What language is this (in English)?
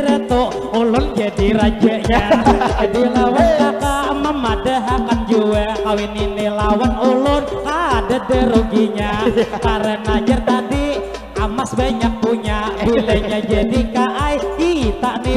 Banjar